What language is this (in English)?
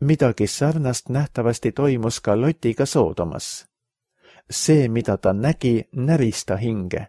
Estonian